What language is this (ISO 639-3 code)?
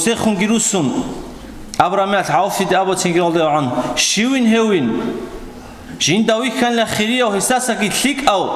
ava